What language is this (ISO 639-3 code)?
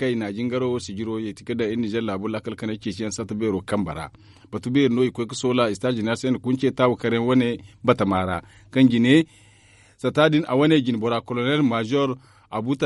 dje